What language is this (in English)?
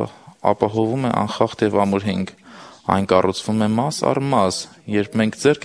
Armenian